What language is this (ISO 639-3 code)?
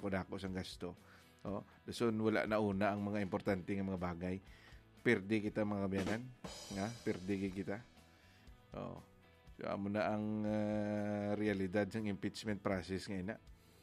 hil